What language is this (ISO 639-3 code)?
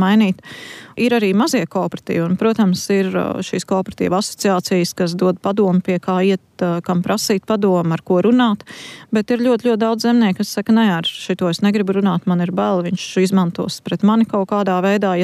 lav